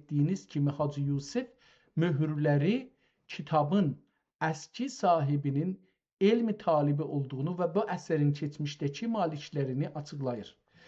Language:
South Azerbaijani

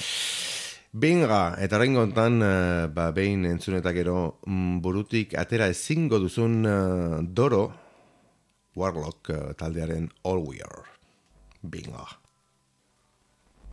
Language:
Basque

